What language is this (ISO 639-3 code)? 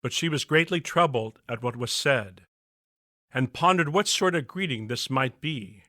eng